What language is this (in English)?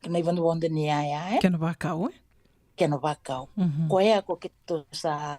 Fijian